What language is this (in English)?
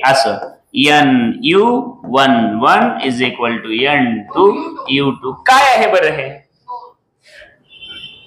Marathi